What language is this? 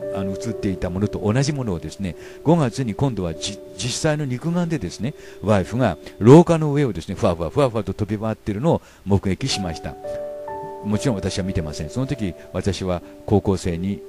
Japanese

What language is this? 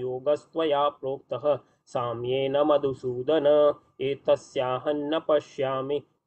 Sanskrit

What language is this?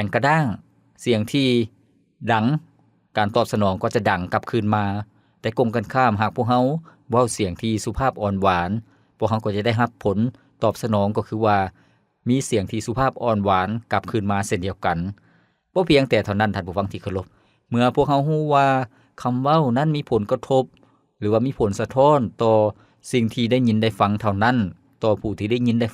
Lao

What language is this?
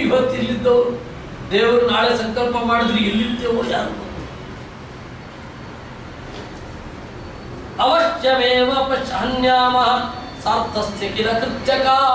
Kannada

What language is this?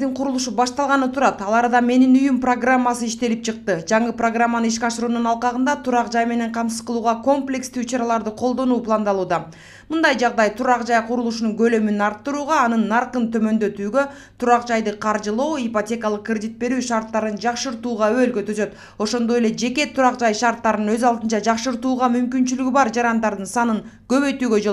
Kyrgyz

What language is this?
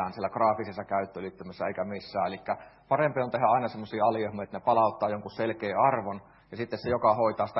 Finnish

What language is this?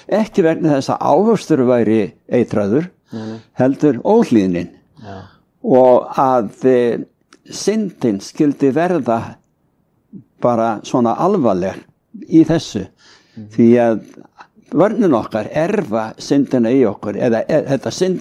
Icelandic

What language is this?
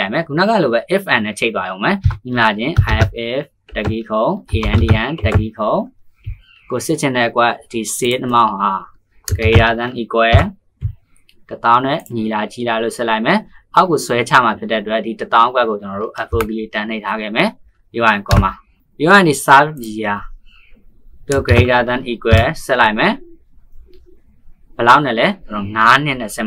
Burmese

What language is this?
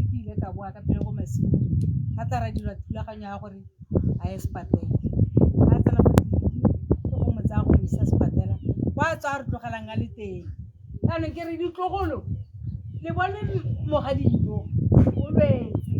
Tswana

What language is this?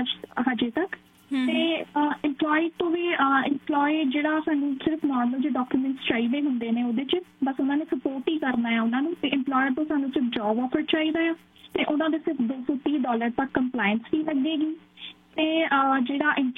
Punjabi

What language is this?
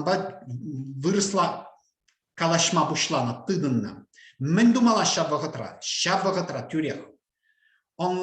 Chuvash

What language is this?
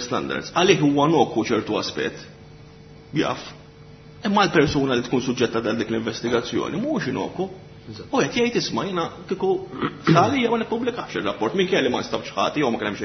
Maltese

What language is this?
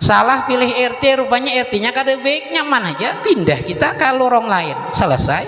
Banjar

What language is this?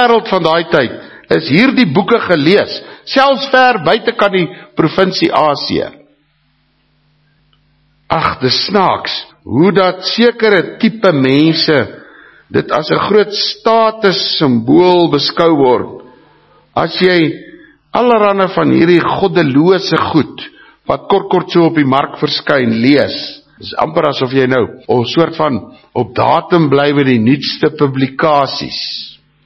Afrikaans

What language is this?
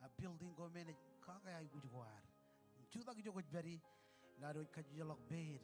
Marshallese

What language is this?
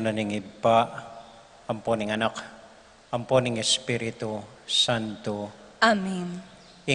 Pampanga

